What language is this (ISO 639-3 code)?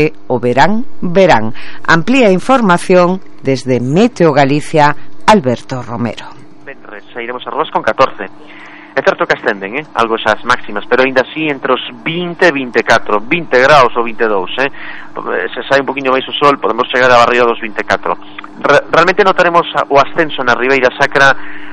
glg